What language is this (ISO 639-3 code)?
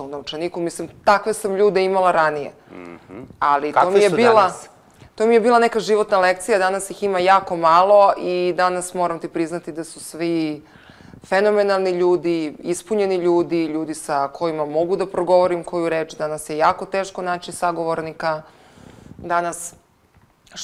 srp